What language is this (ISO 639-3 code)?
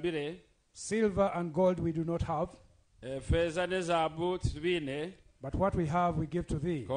nyn